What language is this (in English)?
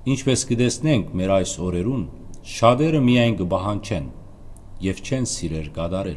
Western Armenian